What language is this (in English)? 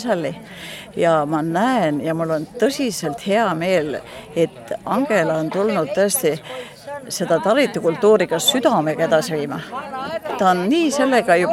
Estonian